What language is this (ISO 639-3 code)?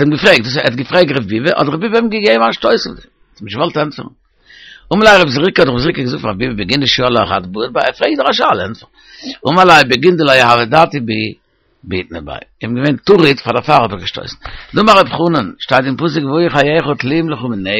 yid